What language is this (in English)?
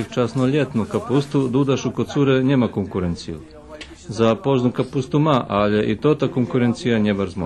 Rusyn